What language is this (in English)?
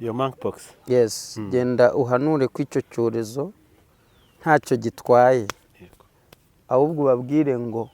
Kinyarwanda